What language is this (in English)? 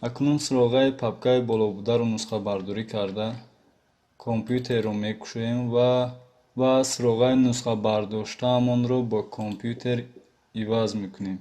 Tajik